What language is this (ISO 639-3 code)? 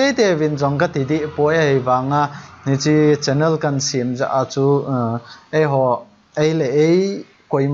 tcz